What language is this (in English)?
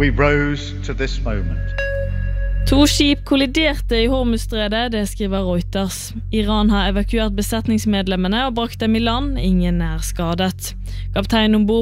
Norwegian